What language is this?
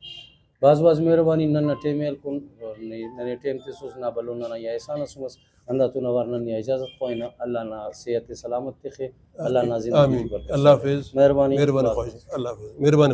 Brahui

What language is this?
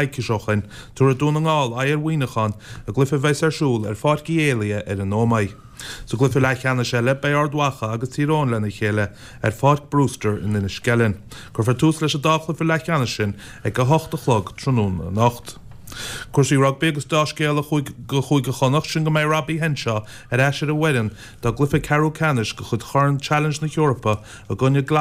Irish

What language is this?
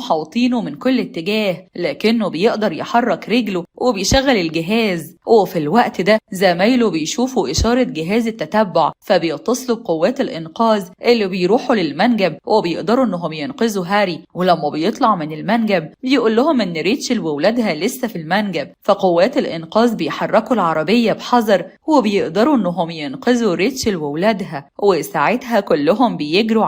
Egyptian Arabic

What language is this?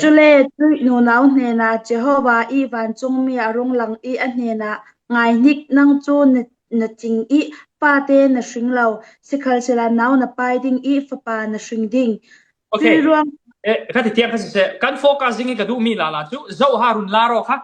Falam Chin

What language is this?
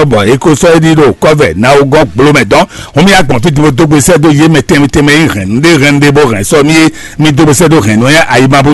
Fon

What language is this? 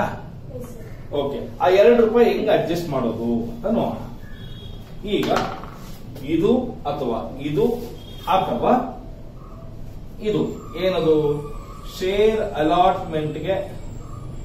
Kannada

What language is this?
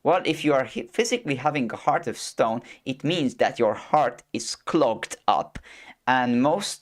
English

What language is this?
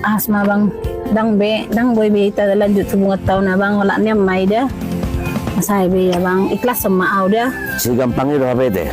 Batak Toba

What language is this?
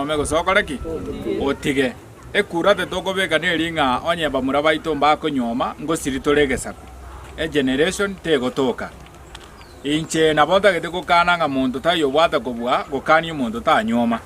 Gusii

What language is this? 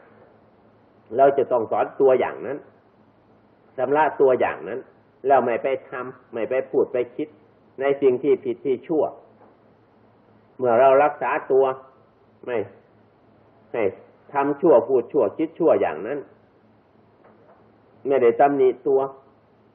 Thai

